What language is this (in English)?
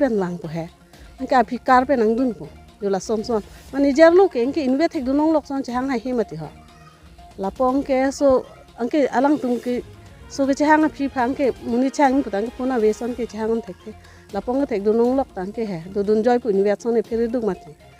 Karbi